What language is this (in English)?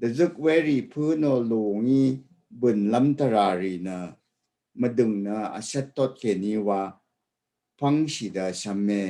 Rawang